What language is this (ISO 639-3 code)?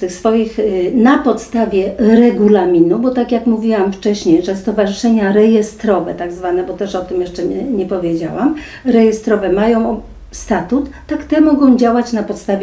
pol